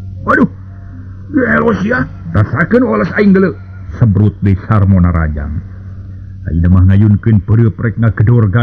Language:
Sundanese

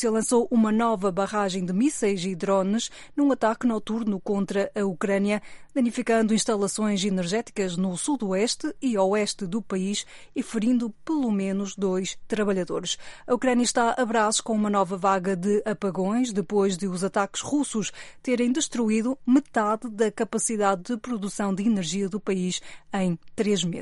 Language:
Portuguese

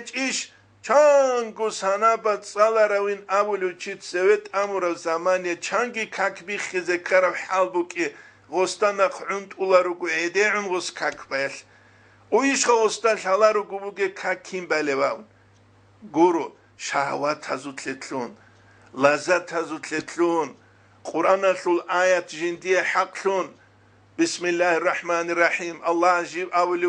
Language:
Avaric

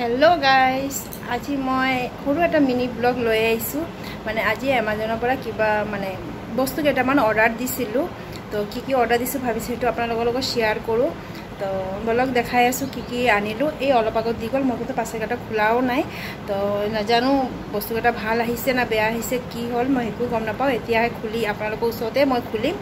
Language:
Assamese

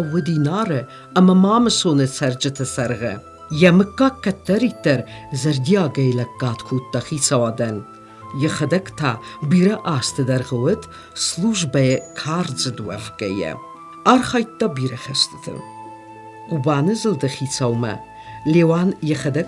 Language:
Ossetic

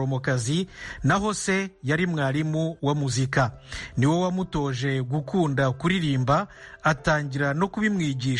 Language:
Kinyarwanda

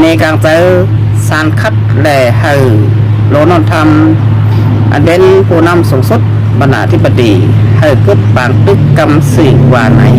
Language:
Shan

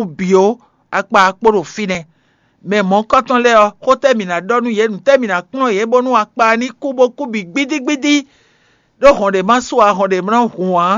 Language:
Fon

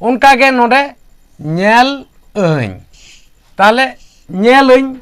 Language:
Santali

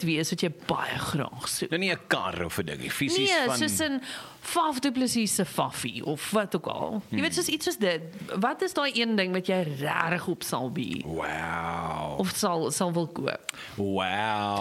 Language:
Afrikaans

